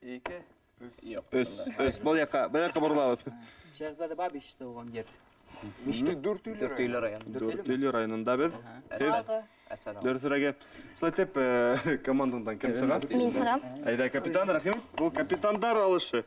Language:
Bashkir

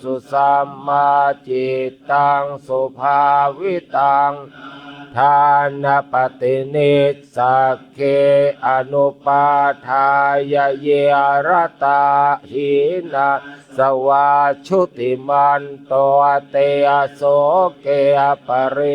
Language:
Pali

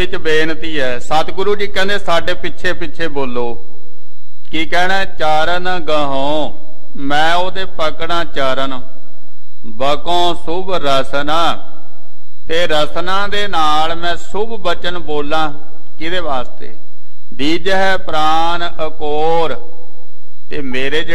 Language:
Punjabi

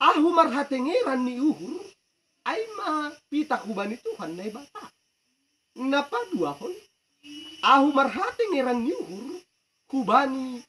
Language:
Batak Simalungun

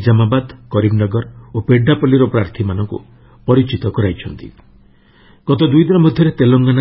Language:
Odia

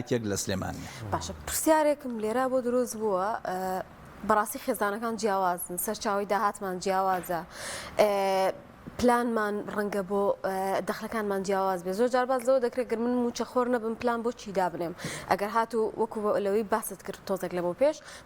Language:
Central Kurdish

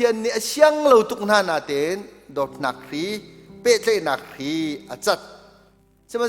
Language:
Hakha Chin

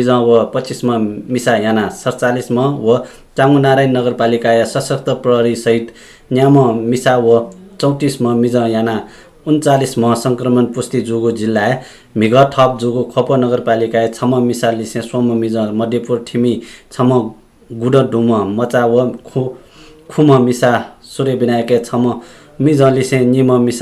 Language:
Newari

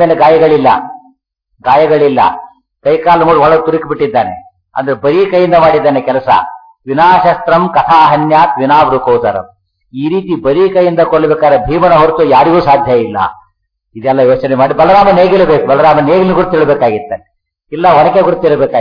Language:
Kannada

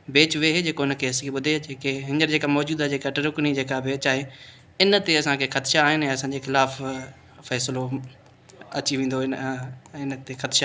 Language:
Sindhi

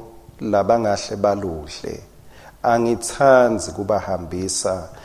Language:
Swati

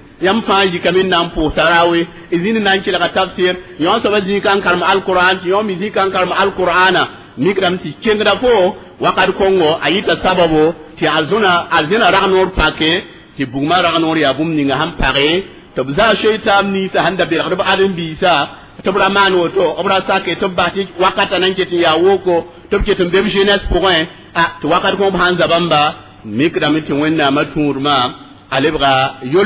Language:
Mossi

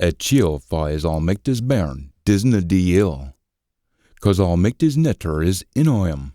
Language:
Scots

